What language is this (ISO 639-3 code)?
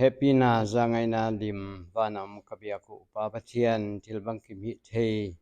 pck